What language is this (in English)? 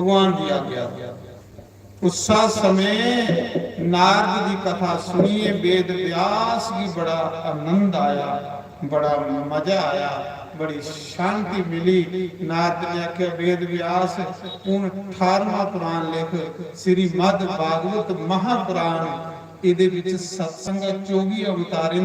Dogri